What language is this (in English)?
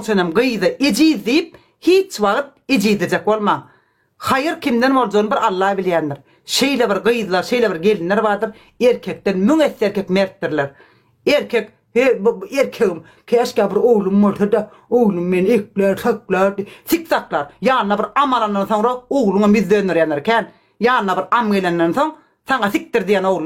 Turkmen